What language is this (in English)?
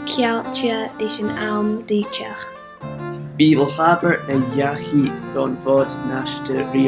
Scottish Gaelic